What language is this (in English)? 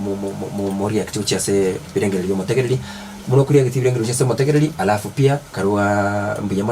Gusii